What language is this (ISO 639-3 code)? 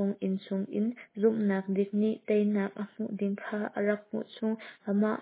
cnh